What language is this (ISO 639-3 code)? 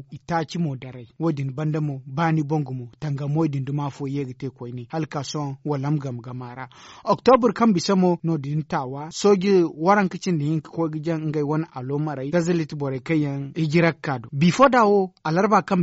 dje